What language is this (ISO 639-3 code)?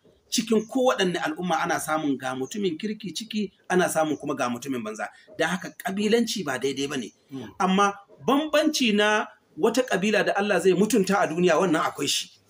hau